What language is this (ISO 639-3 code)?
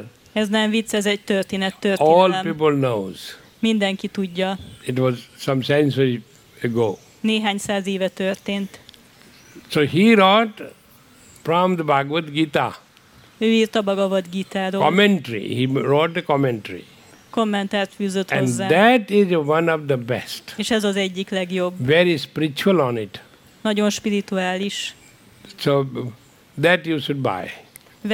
hun